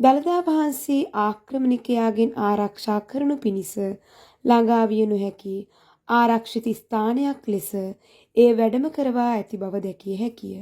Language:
Sinhala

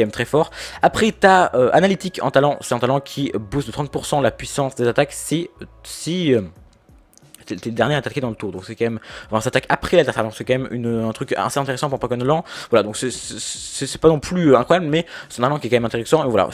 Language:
French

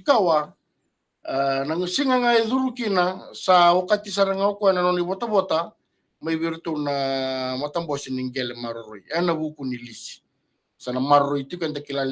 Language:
Fijian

